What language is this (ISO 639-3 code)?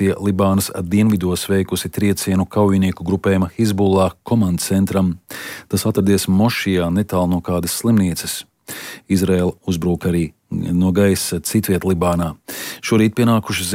lav